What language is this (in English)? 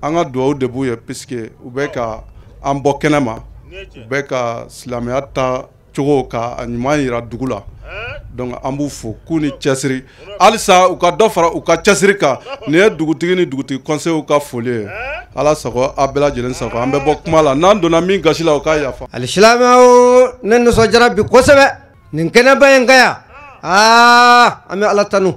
Bambara